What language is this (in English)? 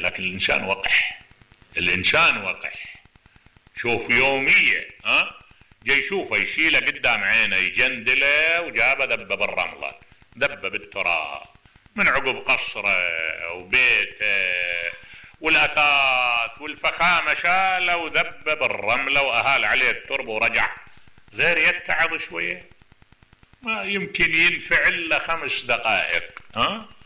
Mesopotamian Arabic